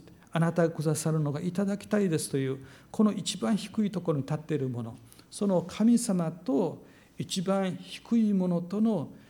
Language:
Japanese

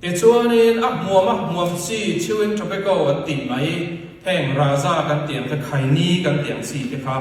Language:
Falam Chin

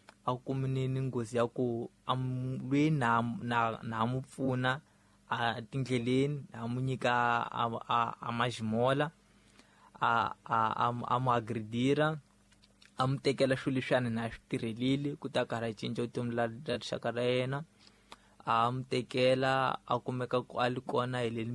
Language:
Tsonga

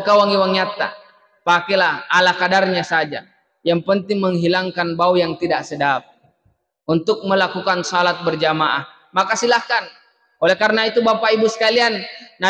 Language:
Buginese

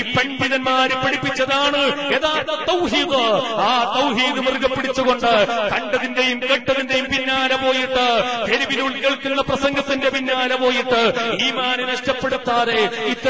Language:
Malayalam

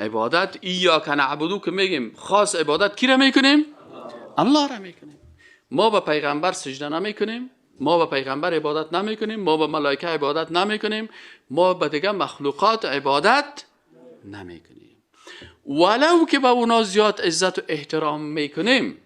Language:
Persian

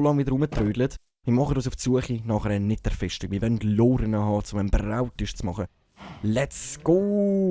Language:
Swiss German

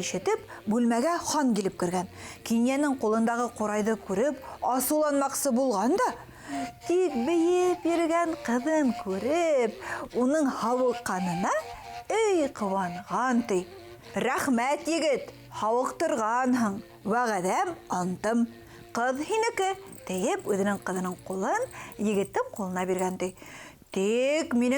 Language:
Bashkir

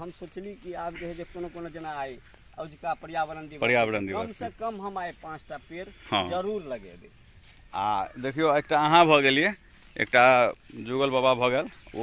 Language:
Maithili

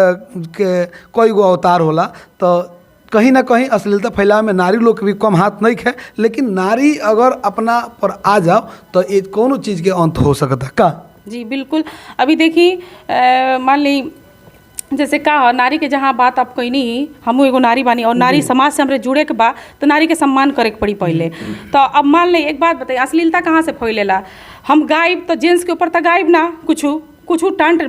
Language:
Bhojpuri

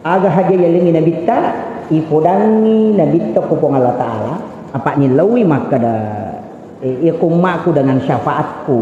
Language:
Buginese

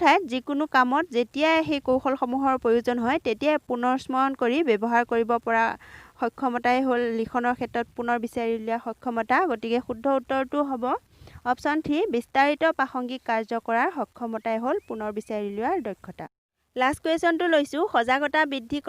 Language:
Assamese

